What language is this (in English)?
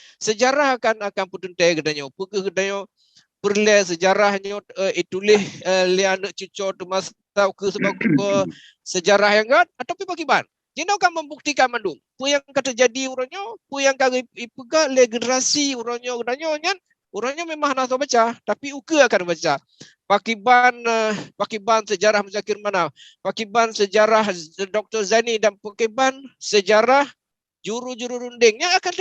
Achinese